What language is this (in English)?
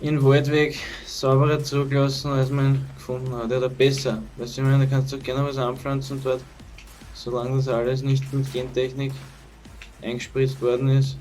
Bavarian